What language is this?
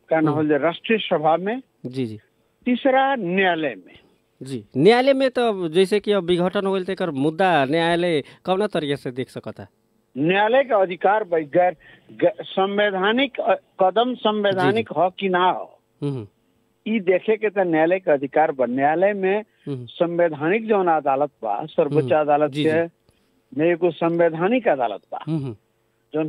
Bhojpuri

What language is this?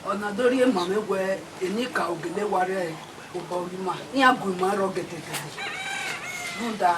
Bini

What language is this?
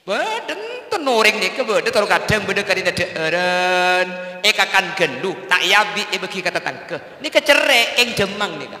Madurese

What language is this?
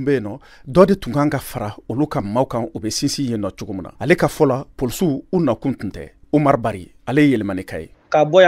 Bambara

